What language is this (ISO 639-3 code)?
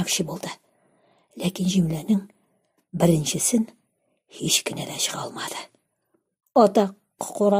tat